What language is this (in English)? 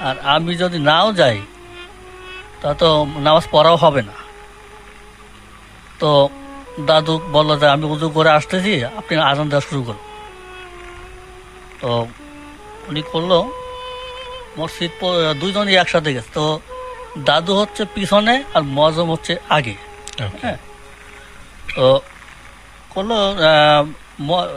Bangla